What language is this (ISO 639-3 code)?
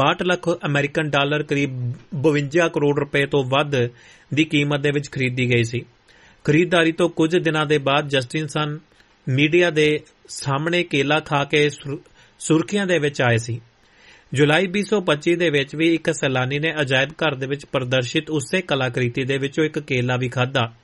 pan